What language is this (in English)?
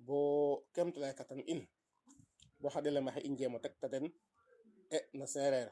Serer